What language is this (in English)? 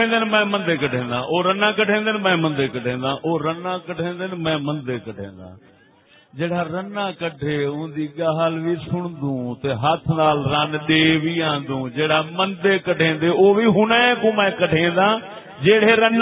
Saraiki